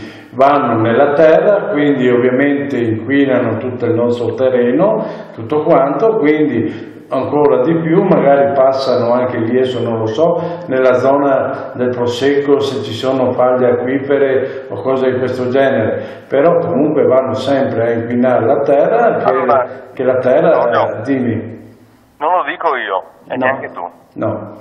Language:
Italian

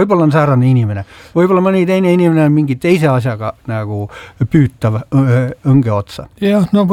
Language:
Estonian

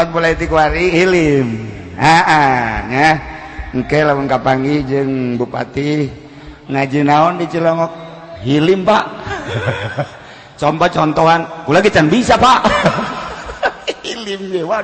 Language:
Sundanese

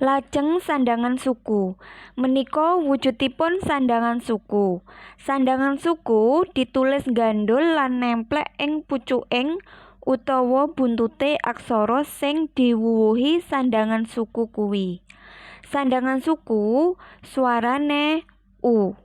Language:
Javanese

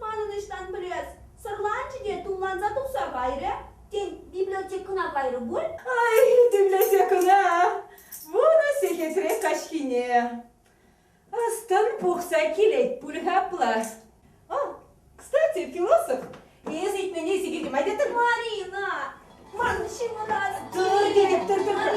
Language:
Chuvash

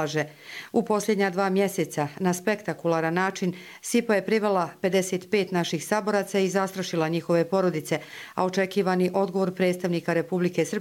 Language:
Croatian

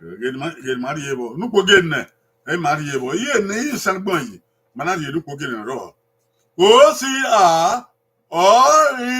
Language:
Bini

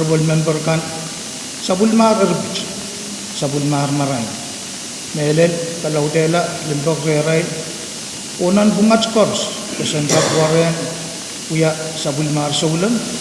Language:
Pohnpeian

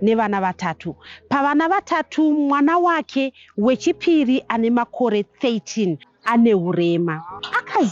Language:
Shona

